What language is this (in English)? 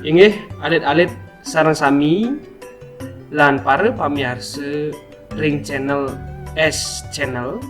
Balinese